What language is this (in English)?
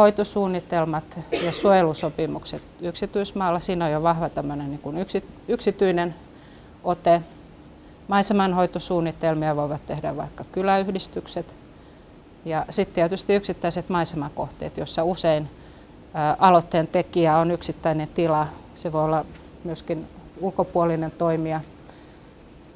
Finnish